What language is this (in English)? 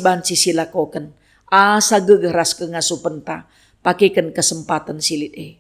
Batak Karo